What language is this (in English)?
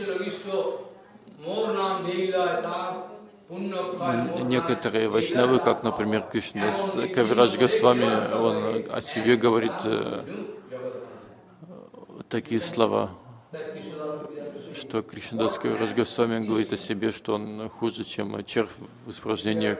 Russian